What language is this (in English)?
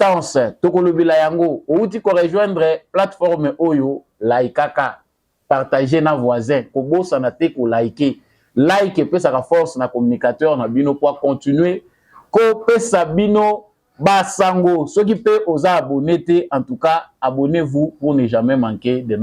Lingala